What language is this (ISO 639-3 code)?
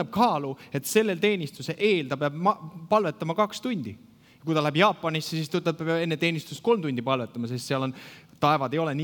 est